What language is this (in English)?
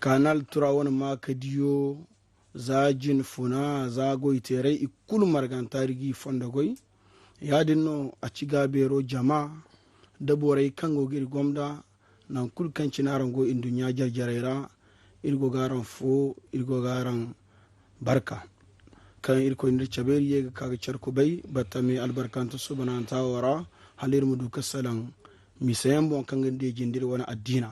Zarma